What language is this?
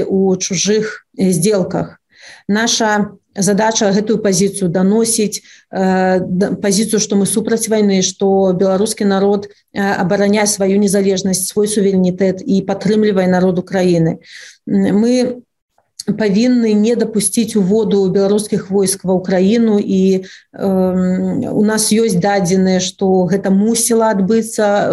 Belarusian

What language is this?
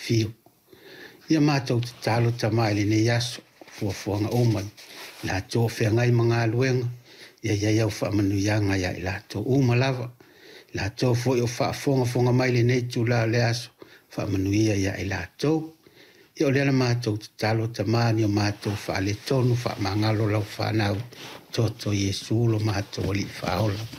Samoan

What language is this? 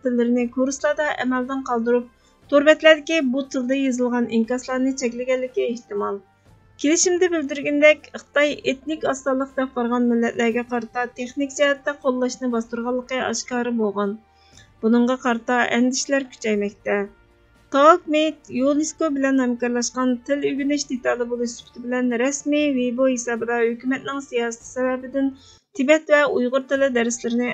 Uyghur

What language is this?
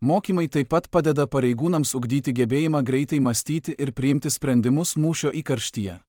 Lithuanian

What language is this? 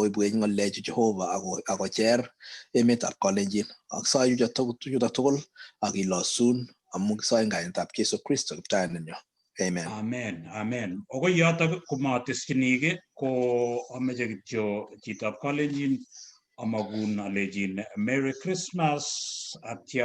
Kalenjin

